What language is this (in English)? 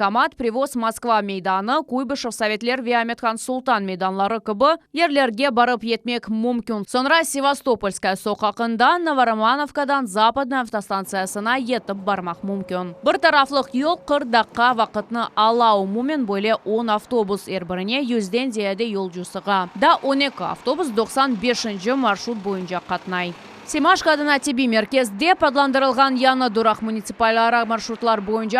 Crimean Tatar